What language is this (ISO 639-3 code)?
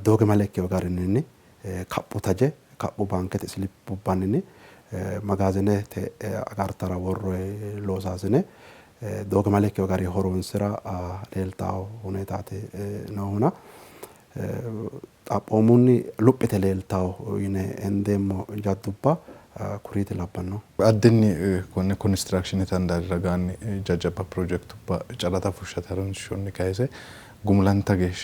sid